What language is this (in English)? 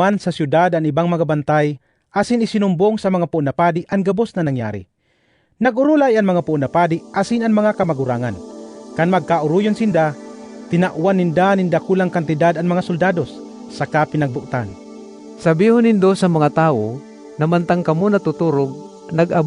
Bikol